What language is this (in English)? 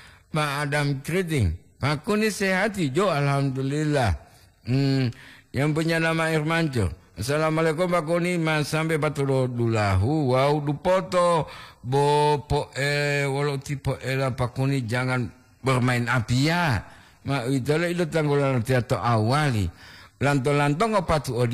Gorontalo